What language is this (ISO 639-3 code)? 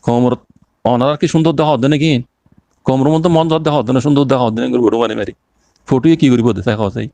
rhg